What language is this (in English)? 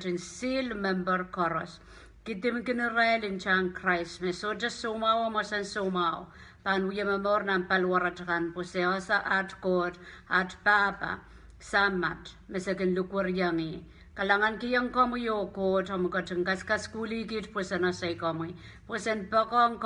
Pohnpeian